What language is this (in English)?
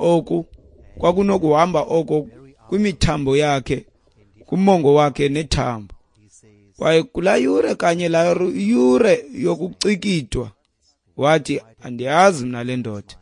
Xhosa